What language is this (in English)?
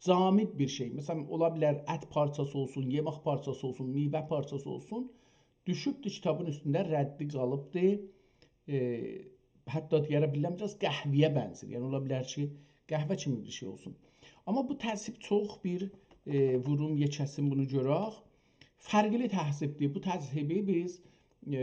South Azerbaijani